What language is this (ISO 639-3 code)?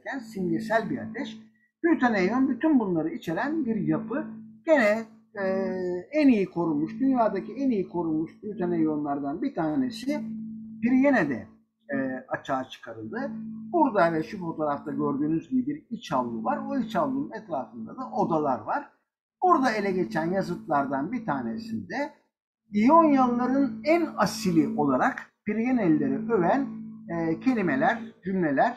tur